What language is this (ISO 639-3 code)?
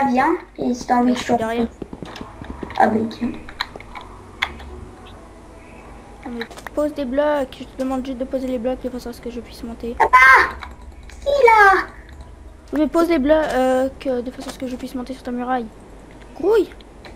fra